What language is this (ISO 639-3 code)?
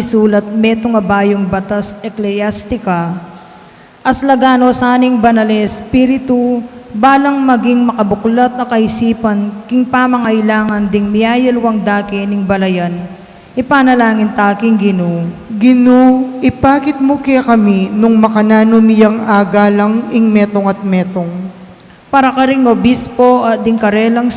pam